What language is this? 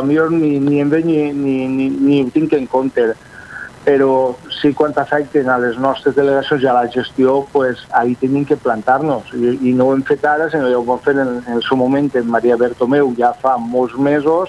Catalan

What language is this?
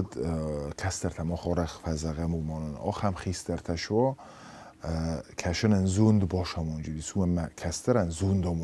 Ossetic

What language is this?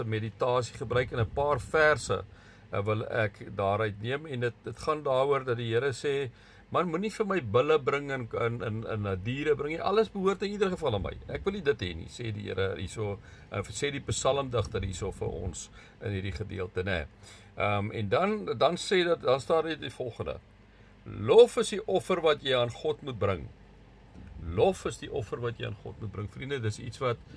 Afrikaans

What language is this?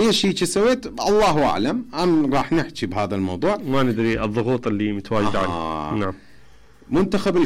Mesopotamian Arabic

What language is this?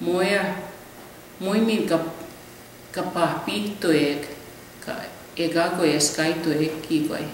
Plains Cree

